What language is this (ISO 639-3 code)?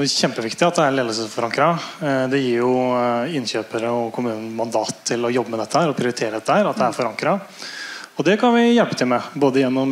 nor